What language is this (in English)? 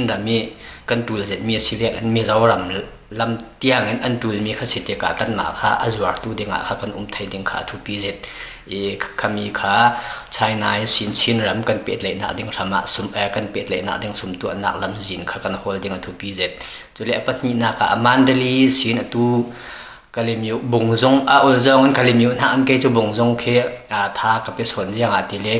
Falam Chin